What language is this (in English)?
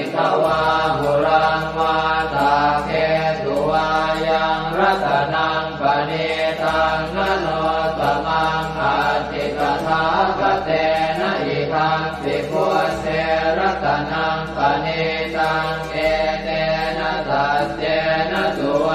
Pali